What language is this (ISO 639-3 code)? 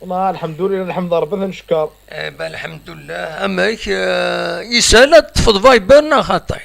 kab